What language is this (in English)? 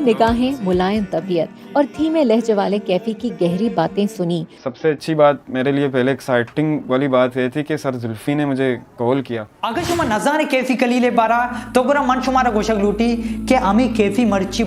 Baluchi